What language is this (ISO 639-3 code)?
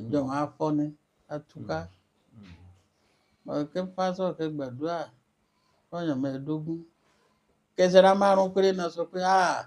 yor